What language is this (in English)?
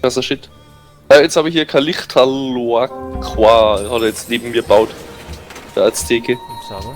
Bavarian